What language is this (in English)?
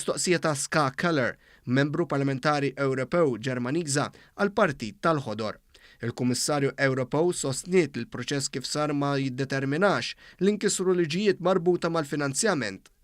Maltese